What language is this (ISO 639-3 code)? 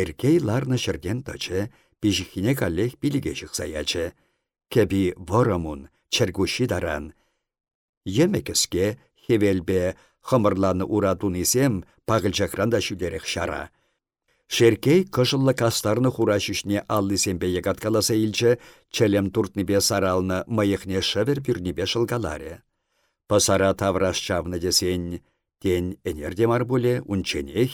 chv